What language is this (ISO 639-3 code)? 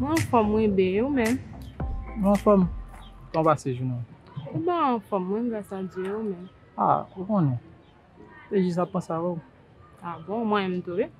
hat